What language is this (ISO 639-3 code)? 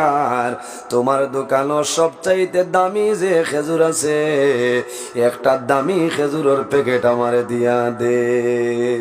syl